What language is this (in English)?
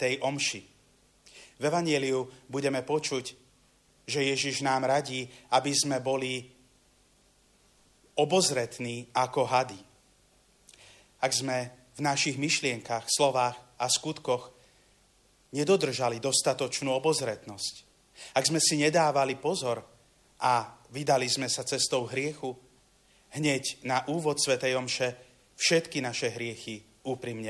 Slovak